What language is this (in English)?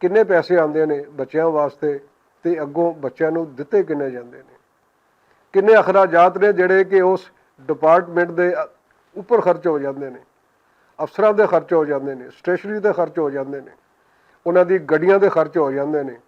Western Panjabi